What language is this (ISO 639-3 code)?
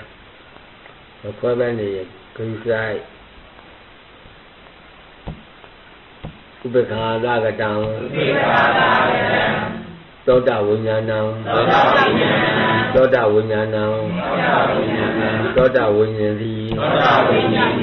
mya